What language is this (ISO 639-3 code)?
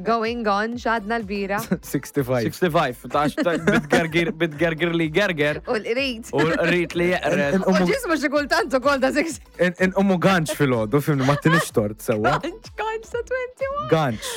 mlt